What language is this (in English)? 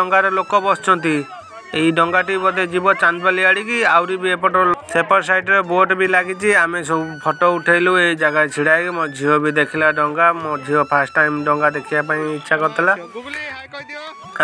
Odia